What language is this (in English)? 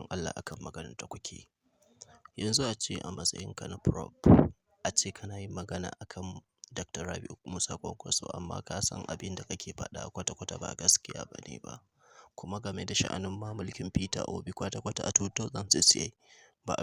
Hausa